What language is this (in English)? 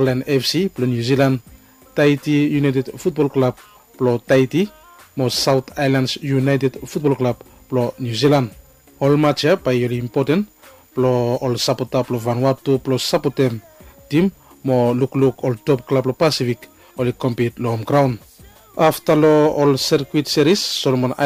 Bislama